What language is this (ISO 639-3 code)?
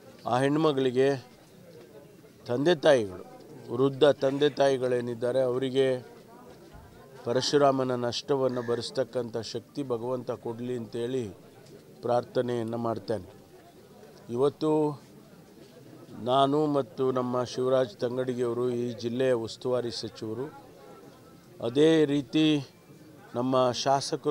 kan